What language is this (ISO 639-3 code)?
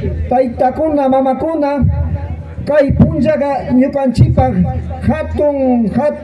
qvi